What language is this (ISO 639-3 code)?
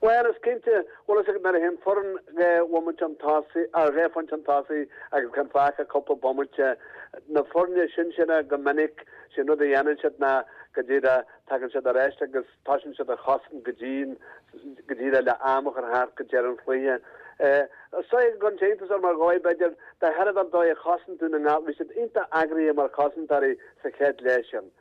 gle